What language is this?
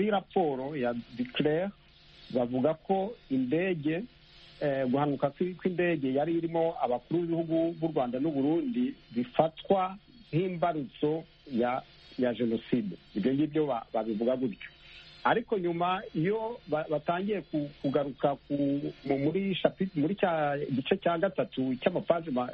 Kinyarwanda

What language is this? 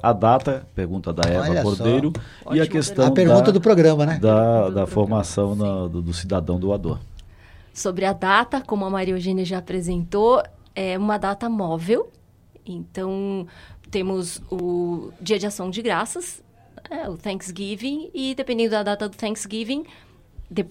Portuguese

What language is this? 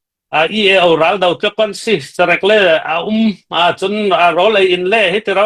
Hakha Chin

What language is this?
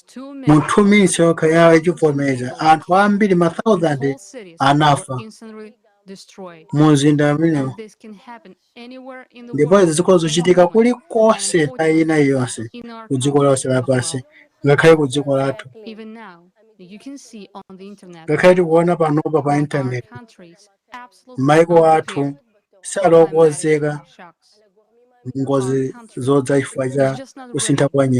Nyanja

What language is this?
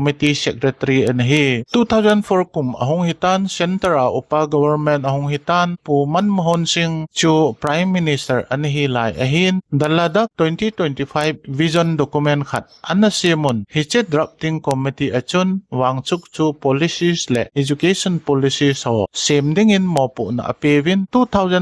Thado Chin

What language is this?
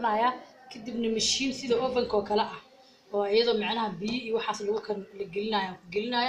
Somali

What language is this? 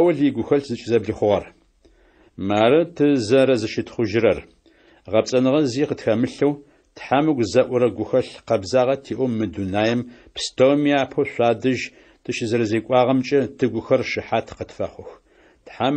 Adyghe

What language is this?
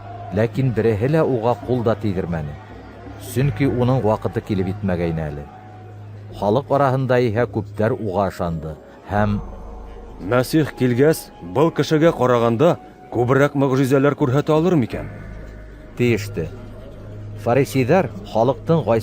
Bashkir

